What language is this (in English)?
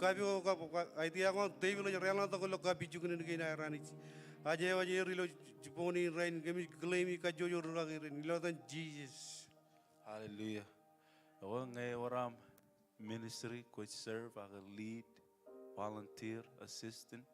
Marshallese